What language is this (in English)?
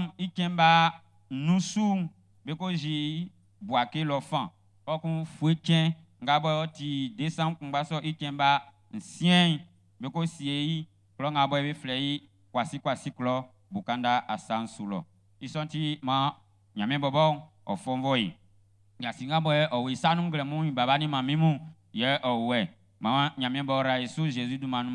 Baoulé